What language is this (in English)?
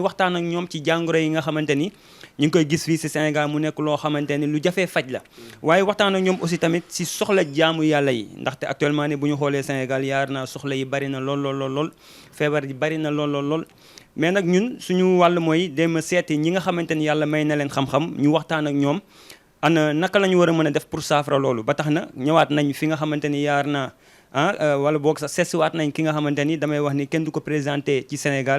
Wolof